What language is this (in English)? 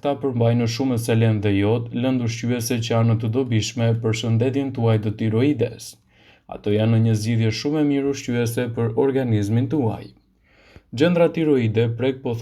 Albanian